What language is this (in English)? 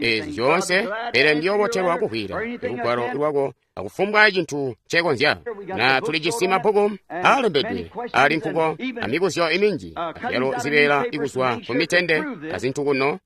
Tonga (Zambia)